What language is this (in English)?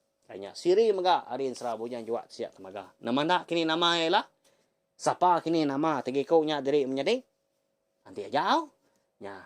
Iban